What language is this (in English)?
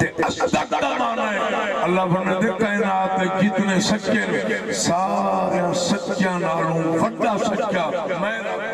Saraiki